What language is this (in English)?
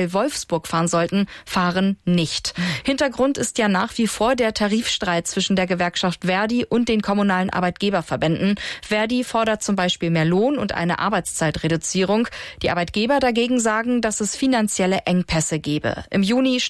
German